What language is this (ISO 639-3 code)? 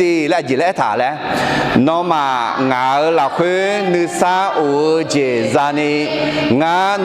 ahk